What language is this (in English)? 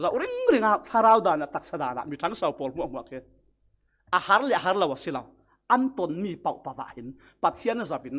Falam Chin